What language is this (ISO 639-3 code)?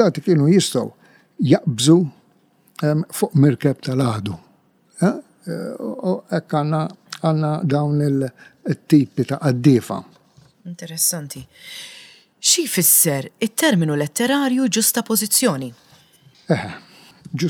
mlt